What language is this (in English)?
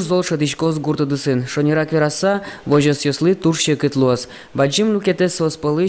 Udmurt